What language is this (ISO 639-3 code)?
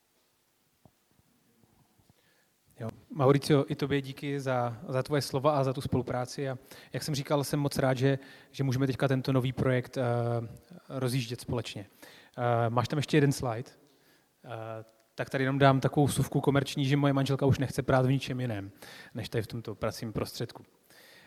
ces